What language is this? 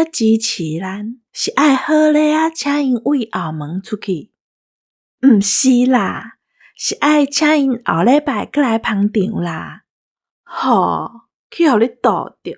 Min Nan Chinese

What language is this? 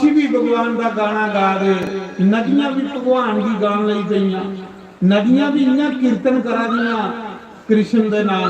Dogri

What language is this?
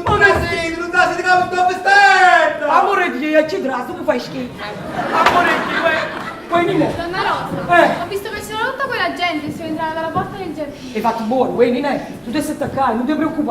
Neapolitan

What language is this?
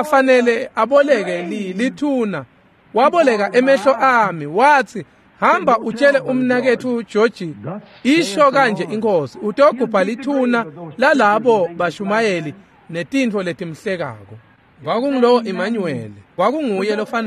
Swati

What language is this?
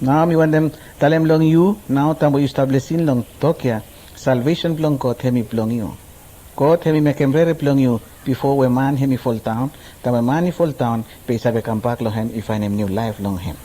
Araki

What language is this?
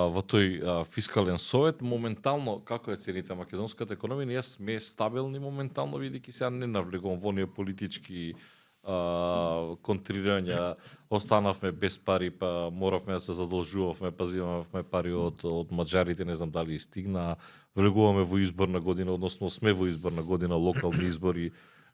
Macedonian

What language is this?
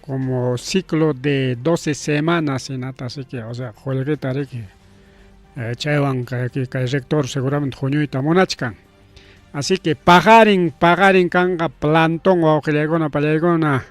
Ayacucho Quechua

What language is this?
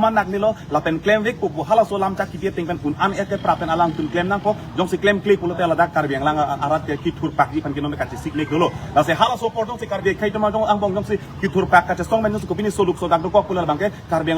Karbi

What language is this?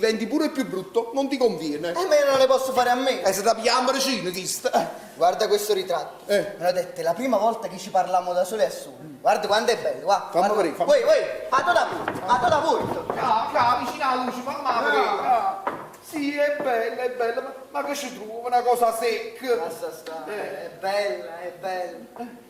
Neapolitan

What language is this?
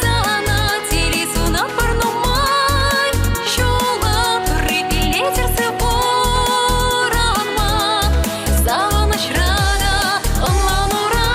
Chuvash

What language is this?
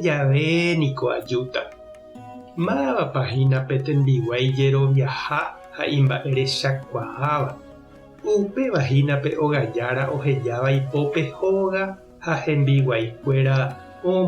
Guarani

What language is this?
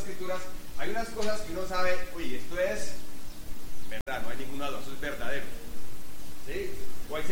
Spanish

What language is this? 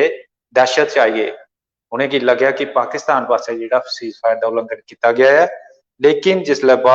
Dogri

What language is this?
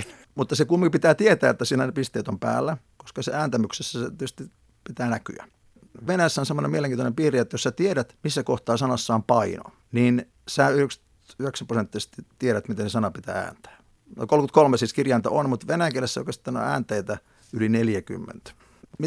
Finnish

